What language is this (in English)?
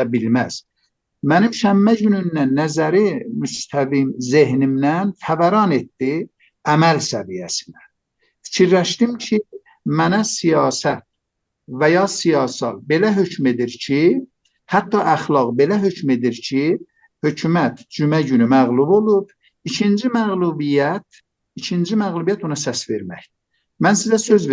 South Azerbaijani